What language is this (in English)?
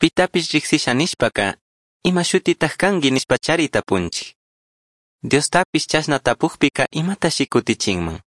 Chimborazo Highland Quichua